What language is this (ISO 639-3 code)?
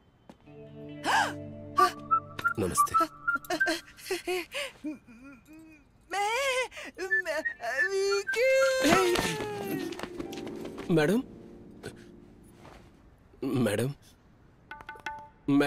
hin